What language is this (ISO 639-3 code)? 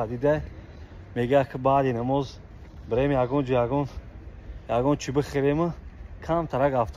tgk